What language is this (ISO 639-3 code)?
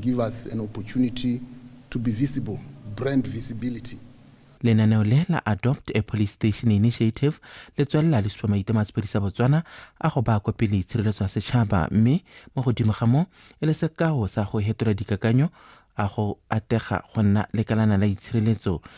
tsn